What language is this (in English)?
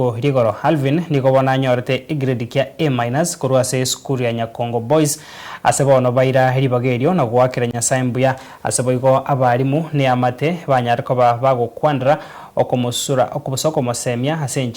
Gusii